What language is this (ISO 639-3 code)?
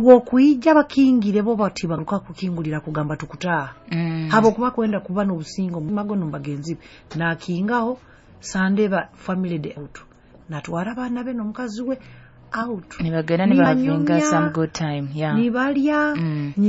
nyo